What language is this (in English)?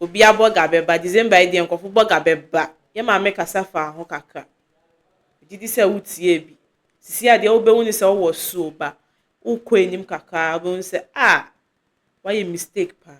Akan